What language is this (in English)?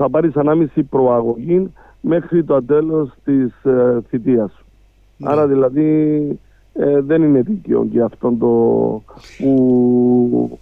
Greek